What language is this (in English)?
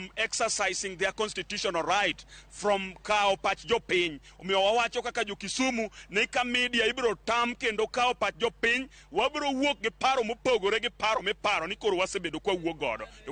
Luo (Kenya and Tanzania)